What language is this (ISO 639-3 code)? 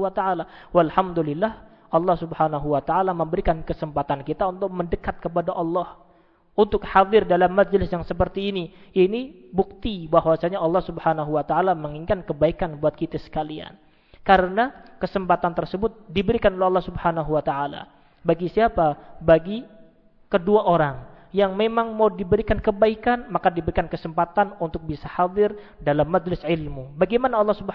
ind